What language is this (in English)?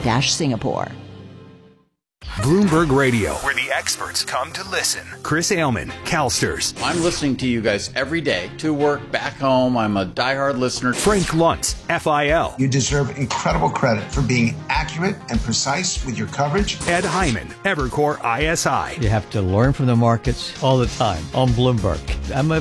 English